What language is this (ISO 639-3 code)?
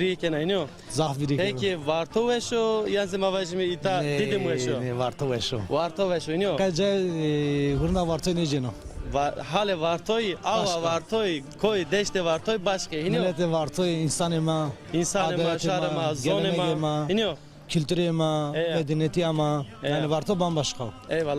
zza